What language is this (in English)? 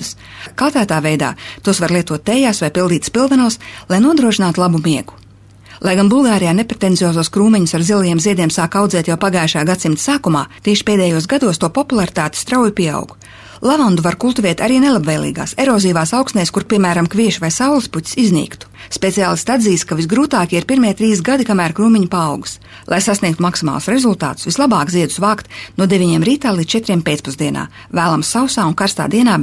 Latvian